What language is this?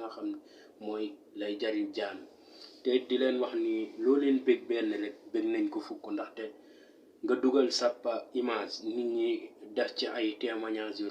Wolof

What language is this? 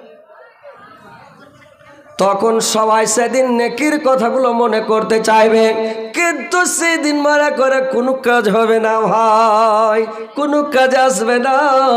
Bangla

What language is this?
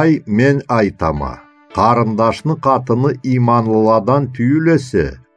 Karachay-Balkar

